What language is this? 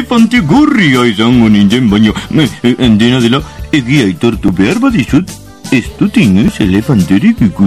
Basque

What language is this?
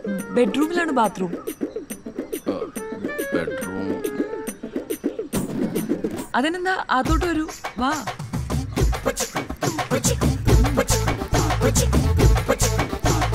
Malayalam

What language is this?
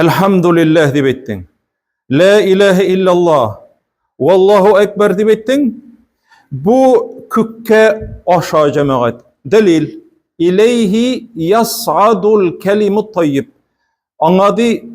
Tatar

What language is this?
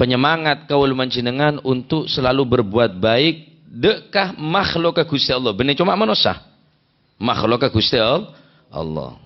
Madurese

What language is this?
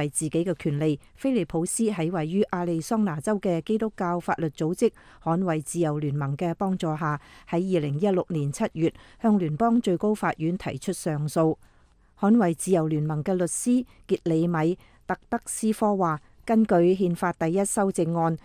Cantonese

